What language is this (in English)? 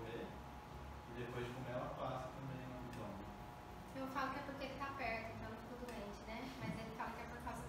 Portuguese